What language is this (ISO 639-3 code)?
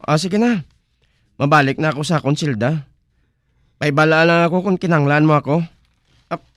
hil